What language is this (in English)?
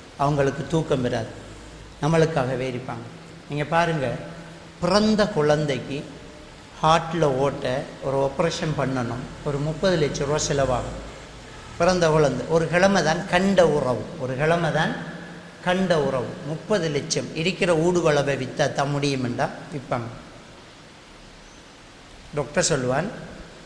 Tamil